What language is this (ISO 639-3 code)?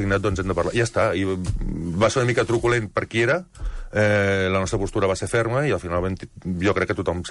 cat